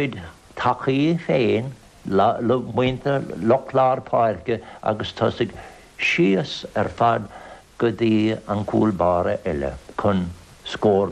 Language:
Irish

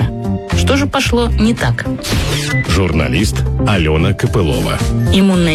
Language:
Russian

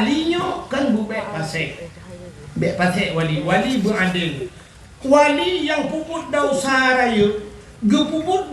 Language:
Achinese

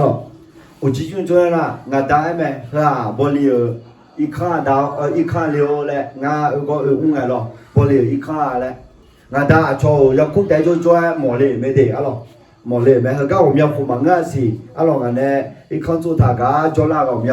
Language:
Akha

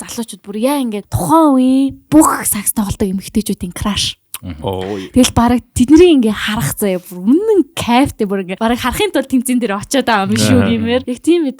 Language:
Mongolian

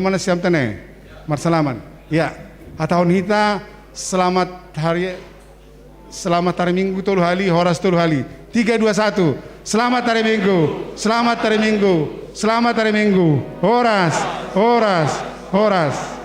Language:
Batak Simalungun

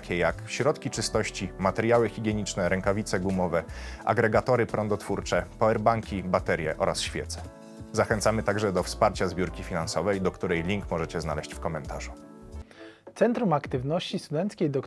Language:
Polish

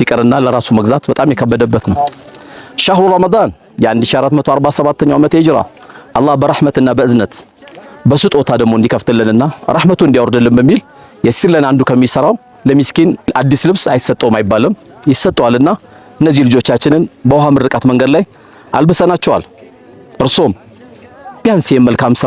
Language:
Amharic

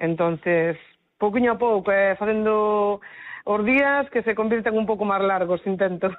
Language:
Galician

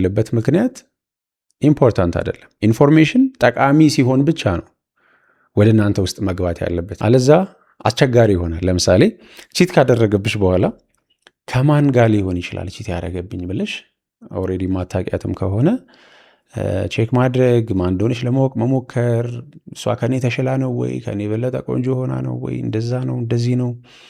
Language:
Amharic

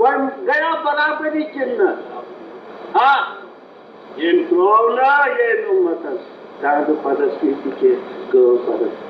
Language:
Kashmiri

